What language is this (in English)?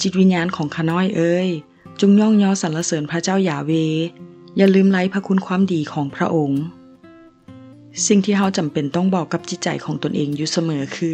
Lao